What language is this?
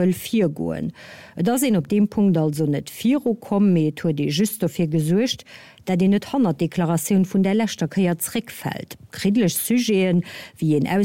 Luxembourgish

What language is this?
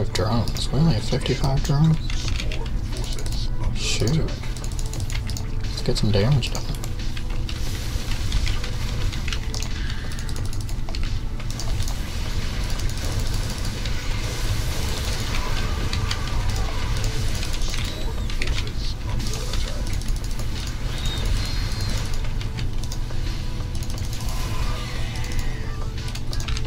English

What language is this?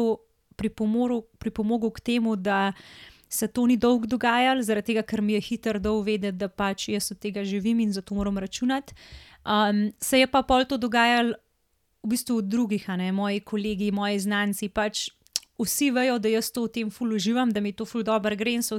Slovenian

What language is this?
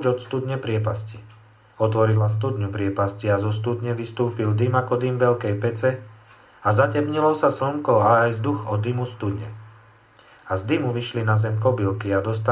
Slovak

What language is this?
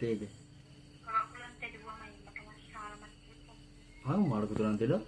Buginese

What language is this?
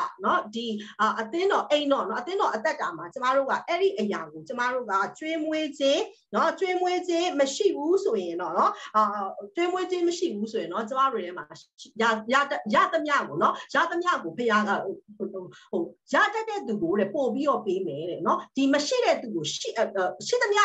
Burmese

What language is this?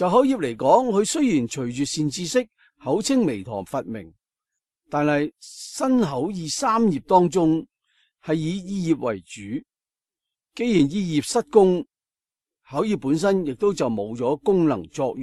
Cantonese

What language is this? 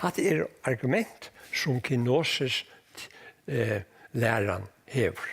Faroese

